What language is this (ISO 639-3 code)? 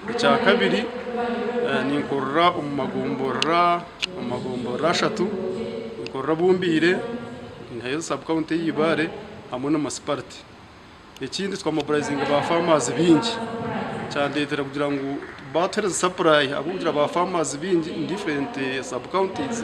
nyn